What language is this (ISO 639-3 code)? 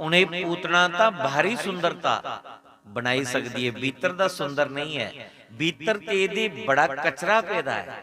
doi